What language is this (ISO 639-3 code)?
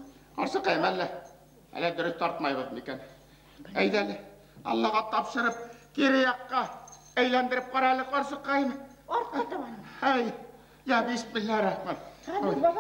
bak